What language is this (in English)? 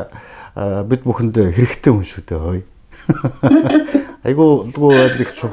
Mongolian